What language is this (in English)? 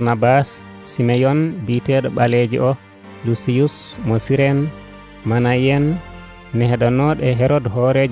Nigerian Fulfulde